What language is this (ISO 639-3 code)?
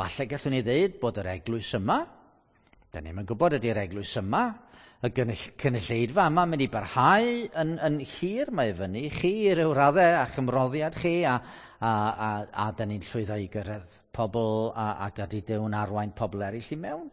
cym